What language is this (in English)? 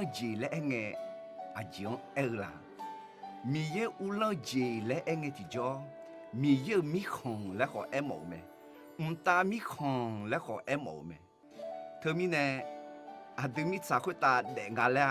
Akha